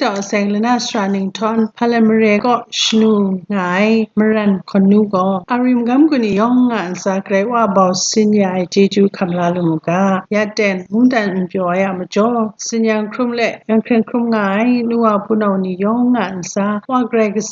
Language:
Kachin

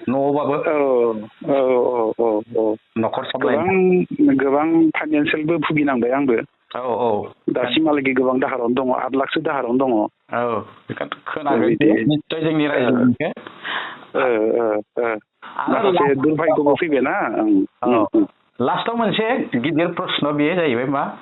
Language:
Bodo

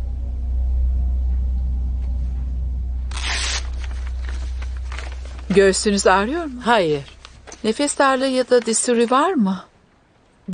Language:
Turkish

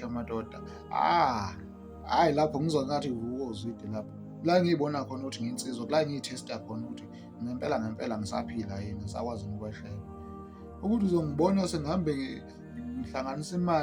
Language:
Zulu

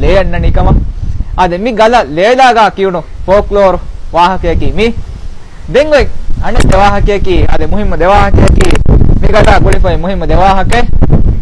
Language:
Divehi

